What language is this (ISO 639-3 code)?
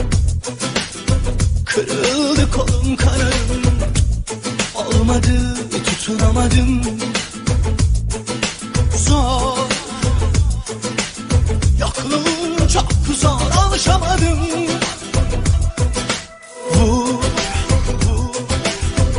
tur